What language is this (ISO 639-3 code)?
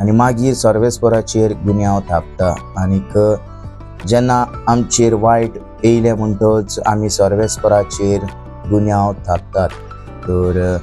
kok